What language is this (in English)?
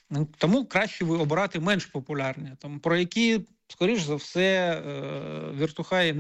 Ukrainian